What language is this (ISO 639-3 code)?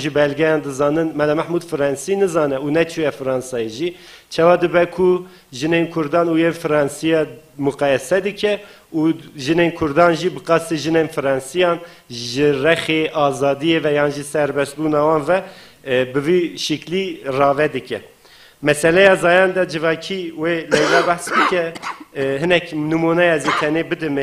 kur